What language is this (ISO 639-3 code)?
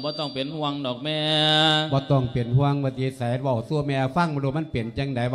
lao